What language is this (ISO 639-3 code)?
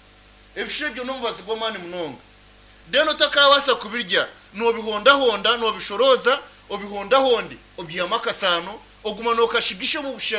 nyn